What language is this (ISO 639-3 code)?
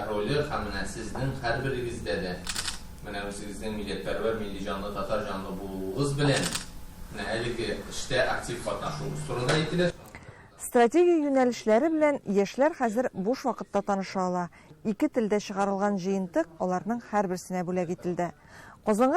tat